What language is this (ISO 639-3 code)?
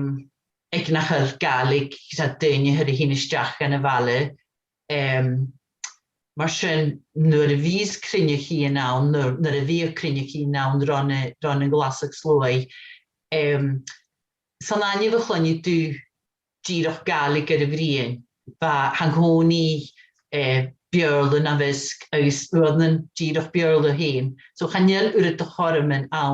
gla